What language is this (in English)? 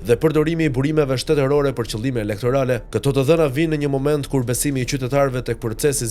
Albanian